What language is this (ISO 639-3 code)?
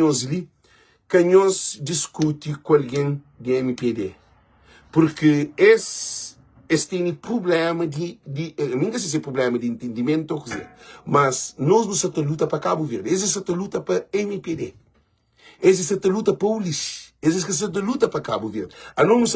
kea